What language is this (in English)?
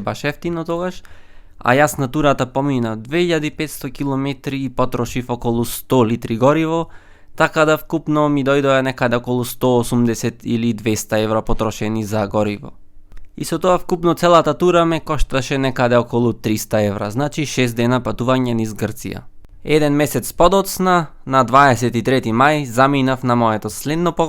Macedonian